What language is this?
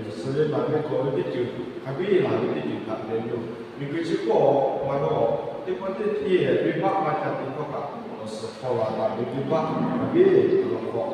Lahu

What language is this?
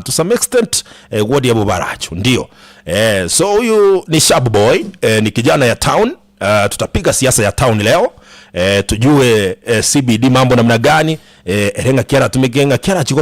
Gusii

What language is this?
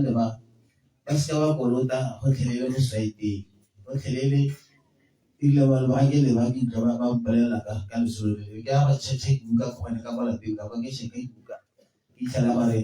Tswana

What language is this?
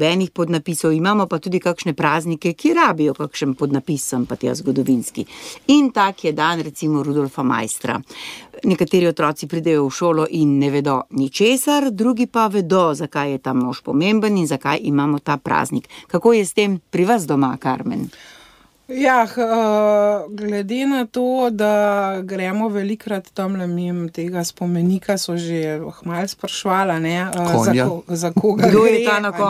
Slovenian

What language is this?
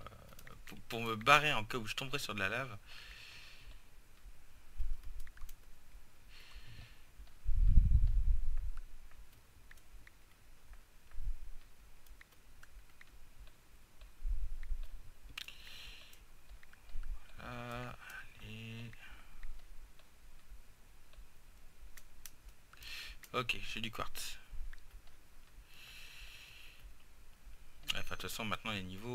French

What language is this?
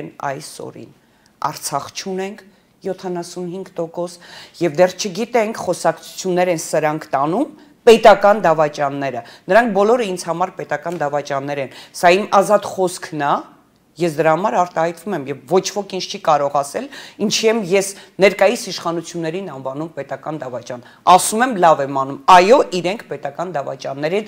Armenian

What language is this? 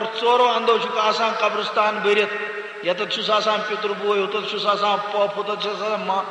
Kashmiri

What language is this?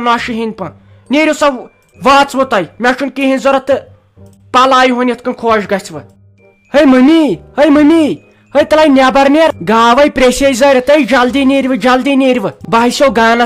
Kashmiri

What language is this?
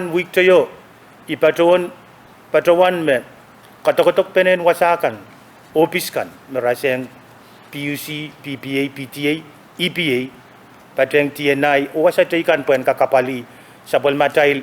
Pohnpeian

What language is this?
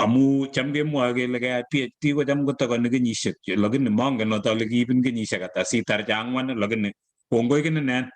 Kalenjin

